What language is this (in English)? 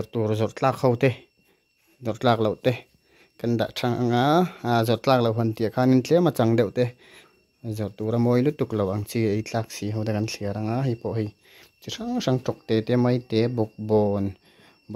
Mizo